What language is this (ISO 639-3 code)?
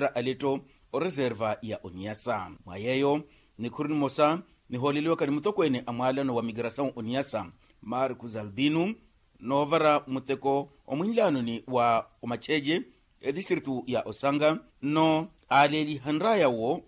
vmw